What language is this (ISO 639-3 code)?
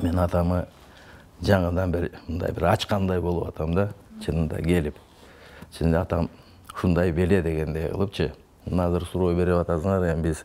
kir